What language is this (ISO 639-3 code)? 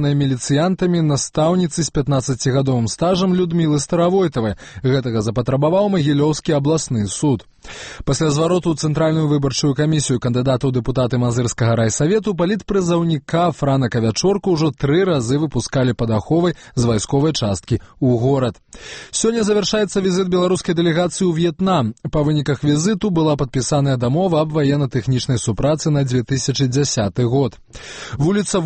bel